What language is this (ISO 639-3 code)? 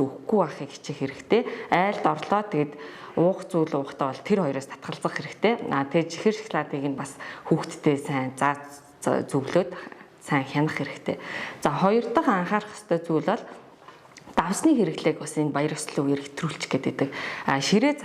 mon